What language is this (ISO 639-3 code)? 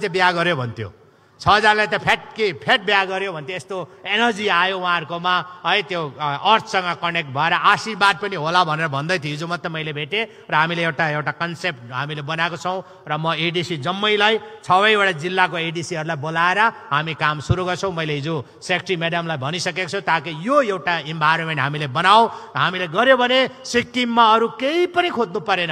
nep